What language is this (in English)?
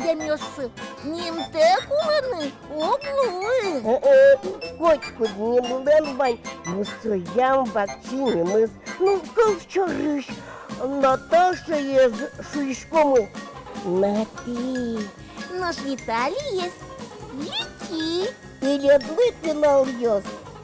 Udmurt